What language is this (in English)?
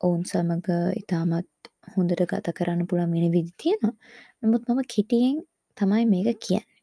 Sinhala